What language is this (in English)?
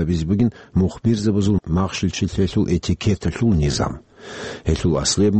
Avaric